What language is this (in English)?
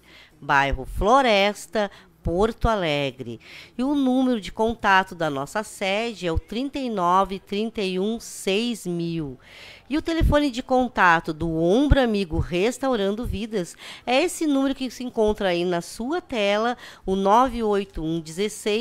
Portuguese